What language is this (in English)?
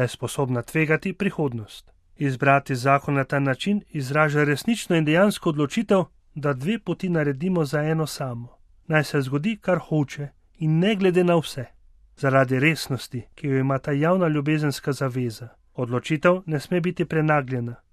Slovenian